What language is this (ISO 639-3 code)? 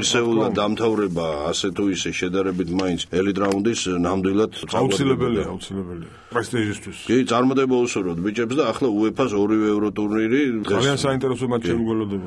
kat